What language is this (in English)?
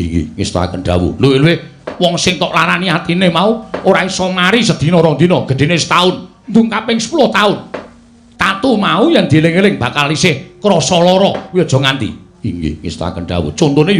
Javanese